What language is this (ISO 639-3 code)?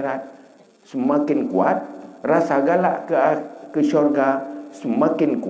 ace